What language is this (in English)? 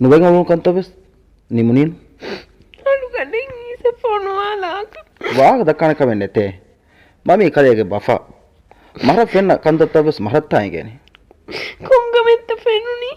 Divehi